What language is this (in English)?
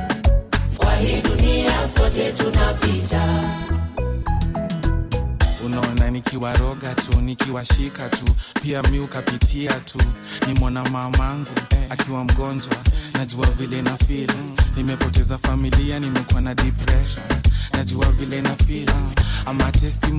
Swahili